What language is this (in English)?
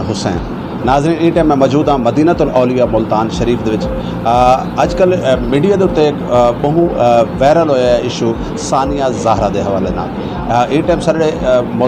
Saraiki